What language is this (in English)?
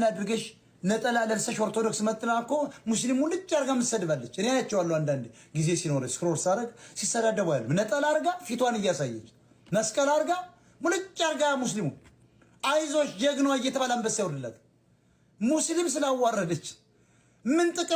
Amharic